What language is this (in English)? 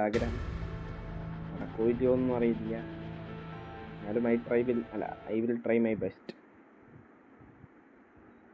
Malayalam